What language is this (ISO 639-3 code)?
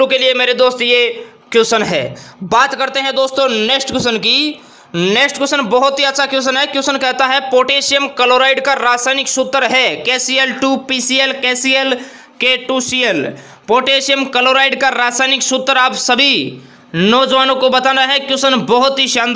hin